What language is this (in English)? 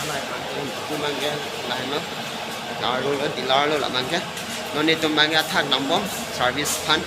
Karbi